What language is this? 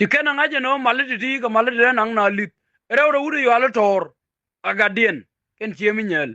Nuer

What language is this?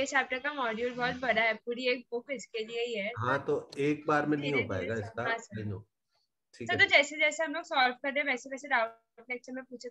Hindi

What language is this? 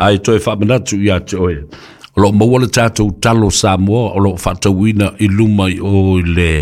Samoan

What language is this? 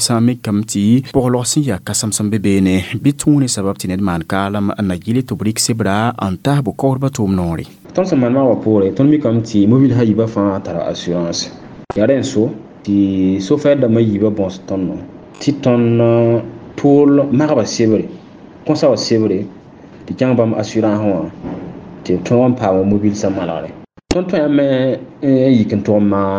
Mossi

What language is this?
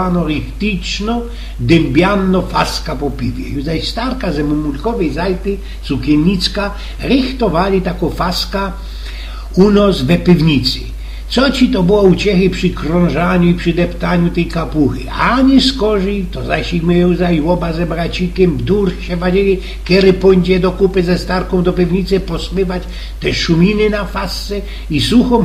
Silesian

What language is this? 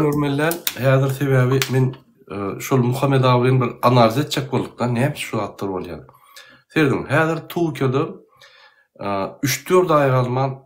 Turkmen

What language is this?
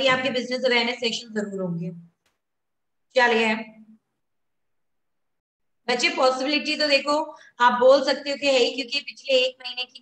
Hindi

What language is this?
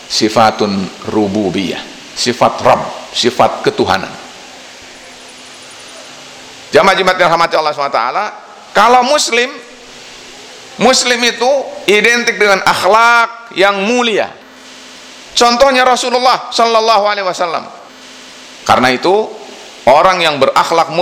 Indonesian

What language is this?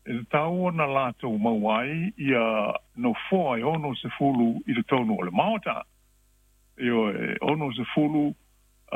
Samoan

